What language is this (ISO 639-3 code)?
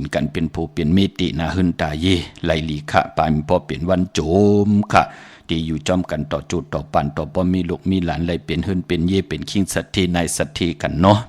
shn